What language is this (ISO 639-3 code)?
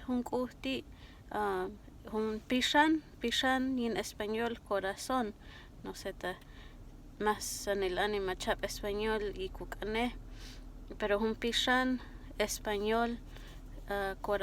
kjb